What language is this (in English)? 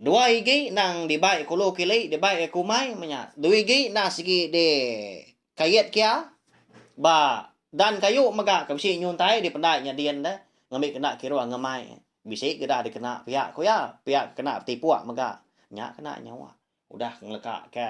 Iban